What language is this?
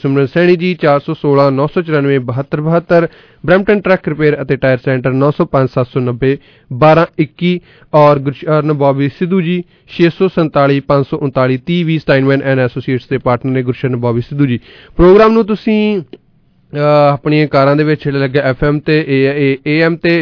Punjabi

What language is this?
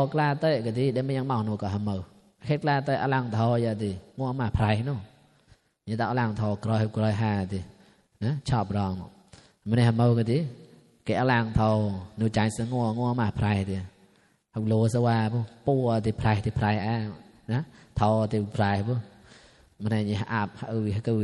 Mon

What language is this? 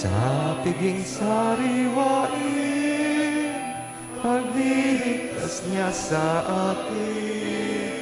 Pampanga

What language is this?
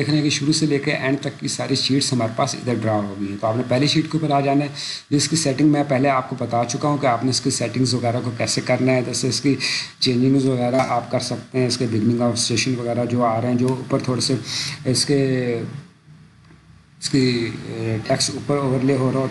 Urdu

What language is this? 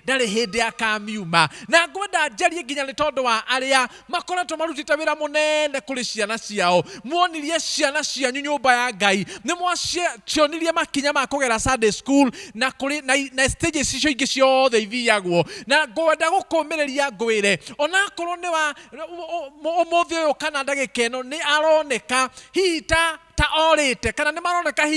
Kikuyu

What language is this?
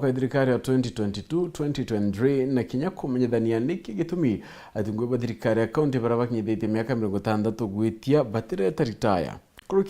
Meru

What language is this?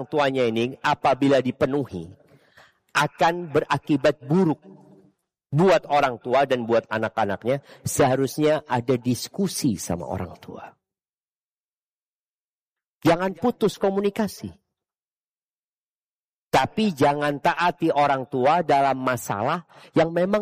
Indonesian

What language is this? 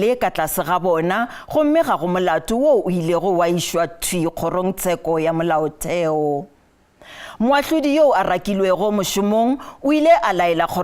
Northern Sotho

